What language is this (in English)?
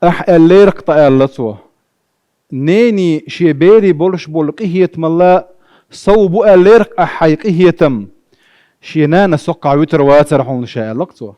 Chechen